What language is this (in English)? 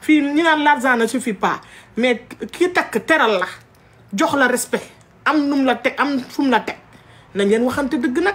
Wolof